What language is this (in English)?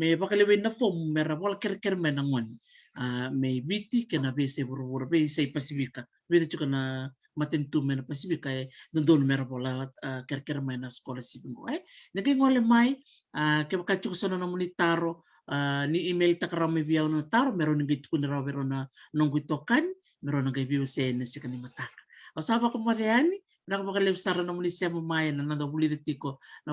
Fijian